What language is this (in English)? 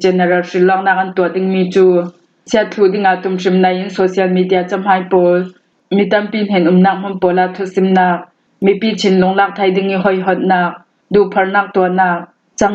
Falam Chin